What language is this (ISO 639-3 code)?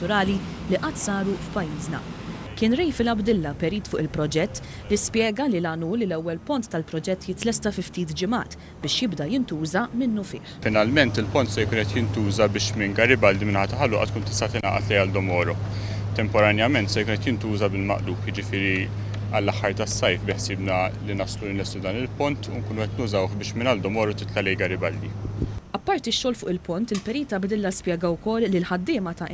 mlt